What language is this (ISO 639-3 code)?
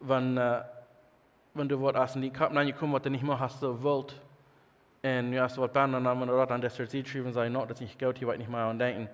pdt